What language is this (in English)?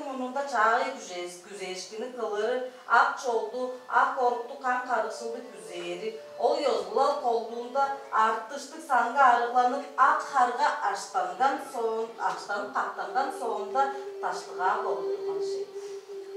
Tuvinian